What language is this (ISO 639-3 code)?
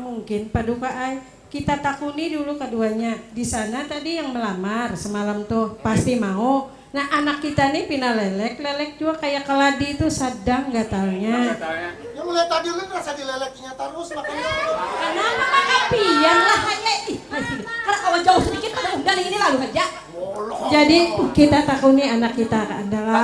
bjn